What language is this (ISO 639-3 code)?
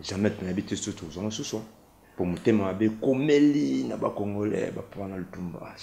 lin